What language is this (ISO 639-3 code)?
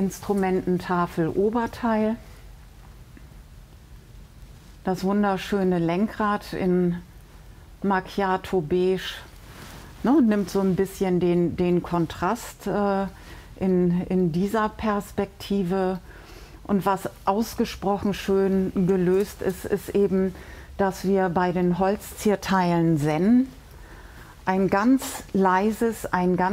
deu